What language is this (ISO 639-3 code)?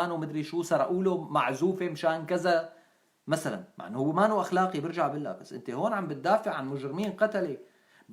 apc